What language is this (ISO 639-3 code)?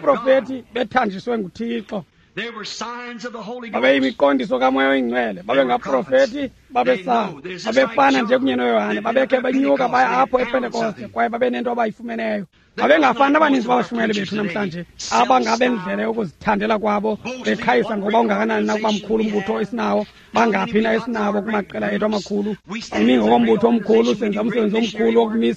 xho